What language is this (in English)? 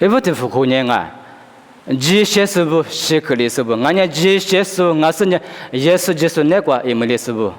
Lisu